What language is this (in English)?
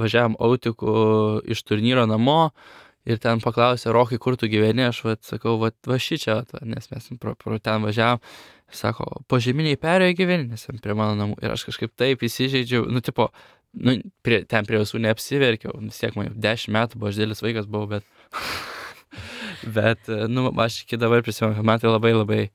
Lithuanian